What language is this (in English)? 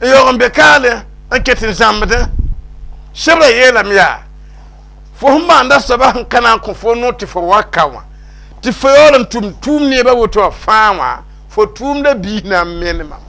Mossi